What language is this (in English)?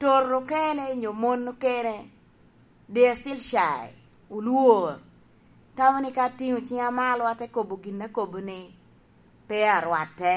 Lango (Uganda)